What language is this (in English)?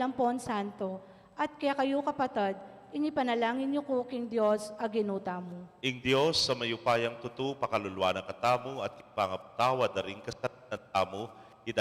Pampanga